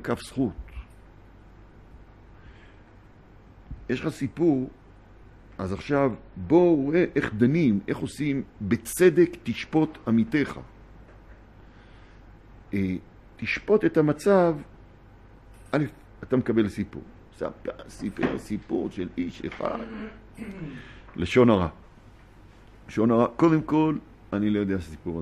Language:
Hebrew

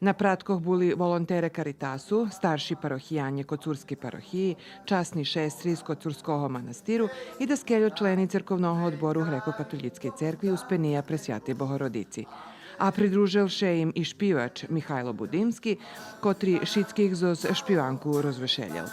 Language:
Rusyn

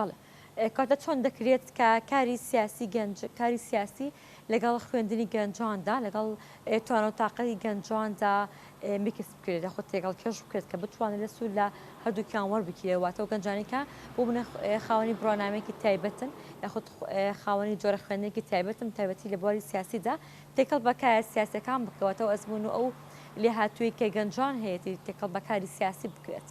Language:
Central Kurdish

